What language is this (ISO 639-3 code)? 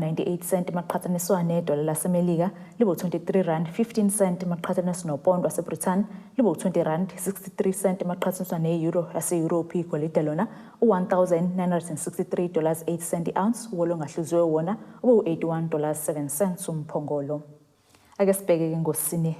zul